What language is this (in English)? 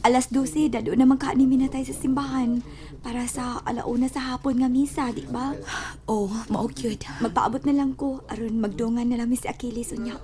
Cebuano